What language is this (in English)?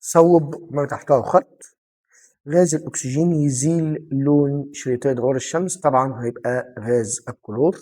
Egyptian Arabic